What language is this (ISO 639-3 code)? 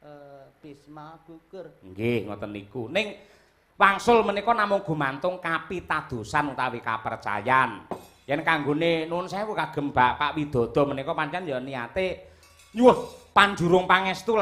jav